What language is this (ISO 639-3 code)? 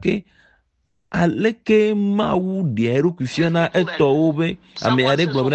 ewe